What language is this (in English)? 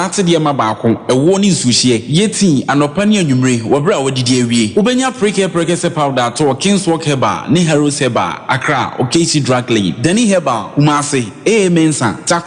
Akan